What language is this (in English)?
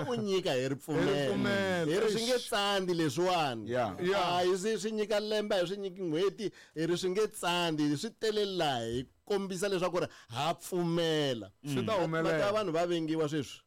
Tsonga